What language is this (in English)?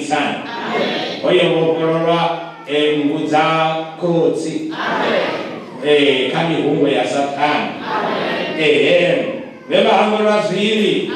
Venda